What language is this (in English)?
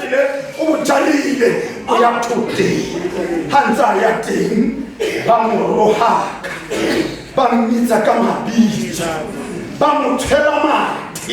Tswana